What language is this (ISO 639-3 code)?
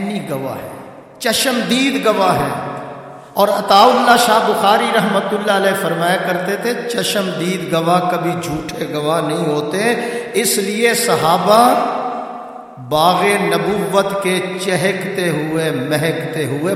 urd